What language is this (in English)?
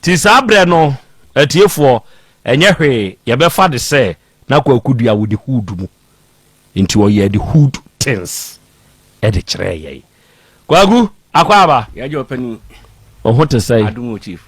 Akan